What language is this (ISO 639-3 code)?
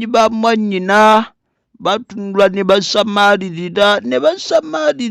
lug